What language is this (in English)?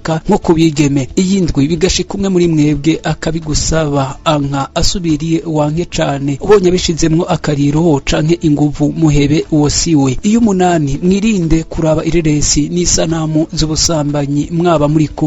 Rundi